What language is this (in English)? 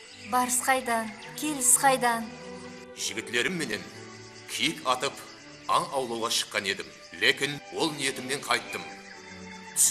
Kara-Kalpak